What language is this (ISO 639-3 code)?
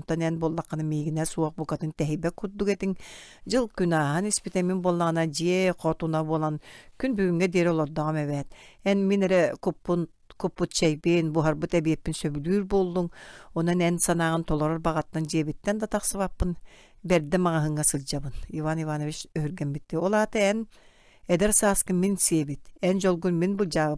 sah